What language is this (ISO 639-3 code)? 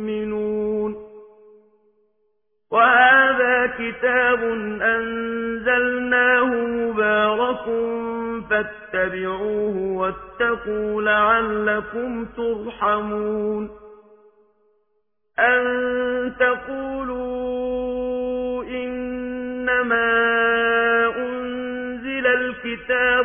ara